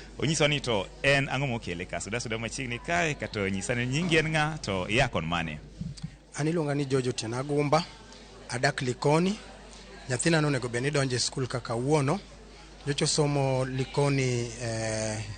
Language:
Luo (Kenya and Tanzania)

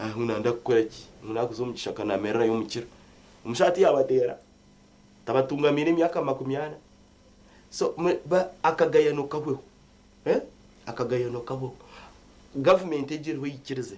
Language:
Nyankole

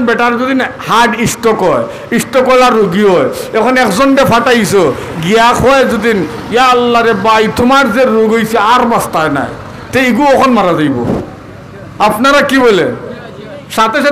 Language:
Sylheti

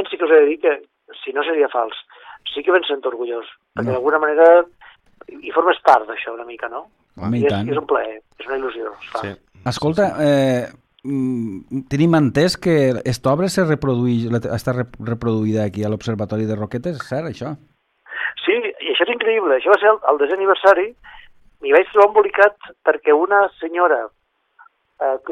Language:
Catalan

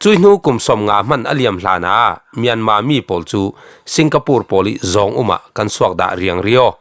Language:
Falam Chin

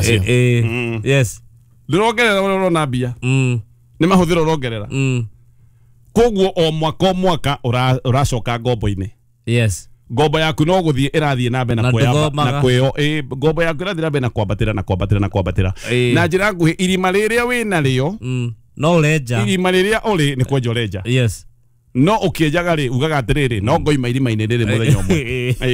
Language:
Kikuyu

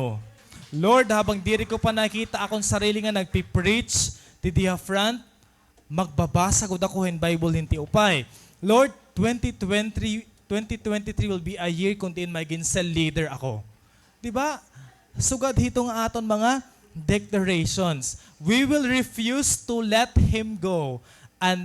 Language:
Waray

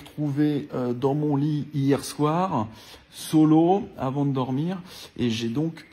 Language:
French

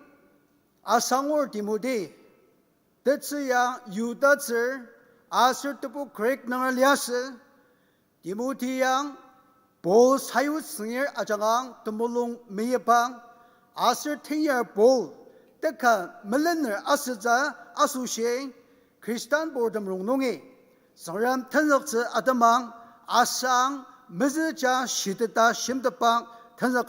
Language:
Ao Naga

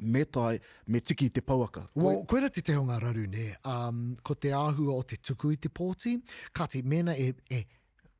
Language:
Māori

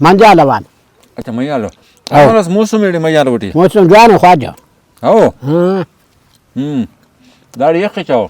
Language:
Brahui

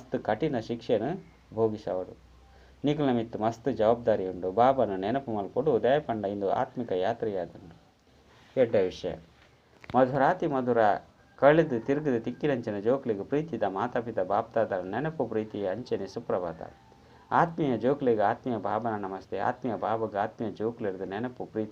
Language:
Tulu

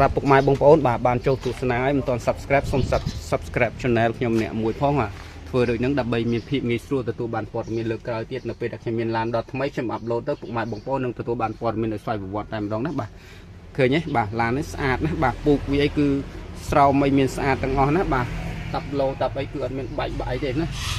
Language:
Khmer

